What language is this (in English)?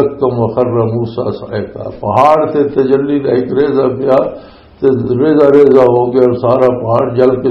Western Panjabi